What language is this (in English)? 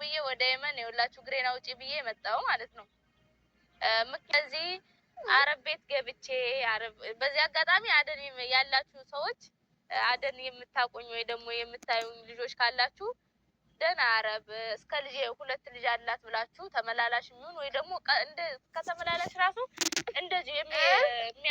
Amharic